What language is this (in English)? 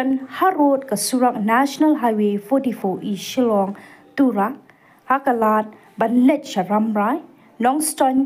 Khasi